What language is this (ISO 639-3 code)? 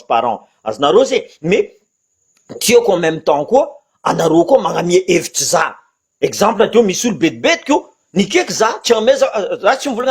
mlg